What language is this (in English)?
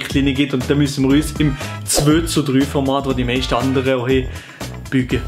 Swiss German